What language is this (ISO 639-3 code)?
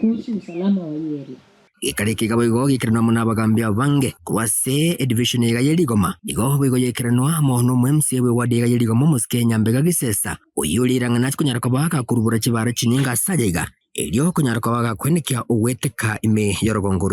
guz